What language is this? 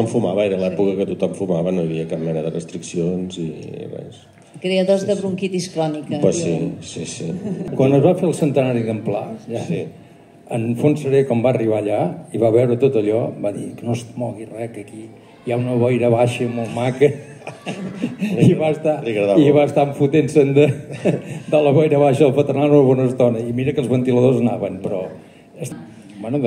Catalan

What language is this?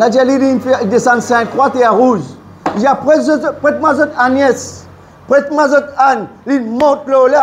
Morisyen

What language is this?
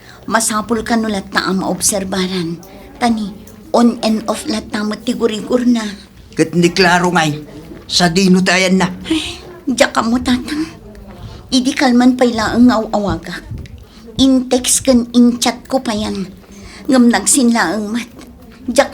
Iloko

